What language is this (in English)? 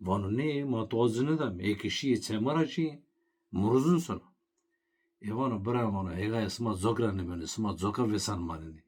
Zaza